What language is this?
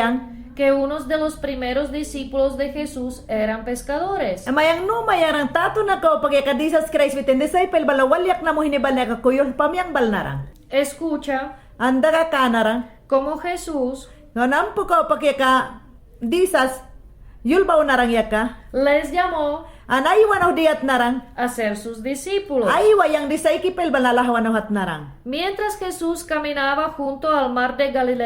Mayangna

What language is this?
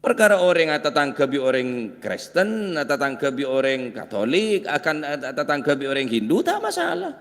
Madurese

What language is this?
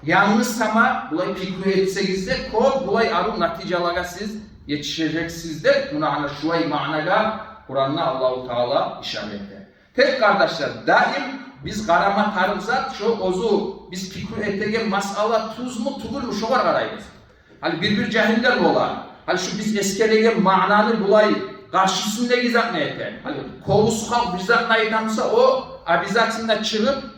Kumyk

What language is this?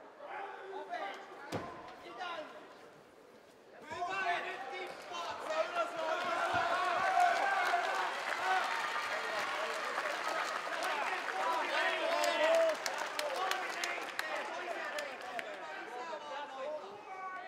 Finnish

